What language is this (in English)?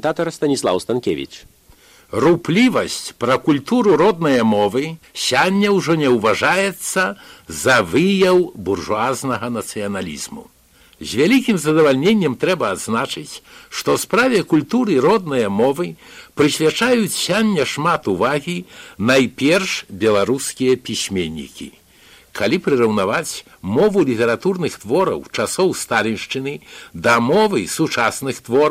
Belarusian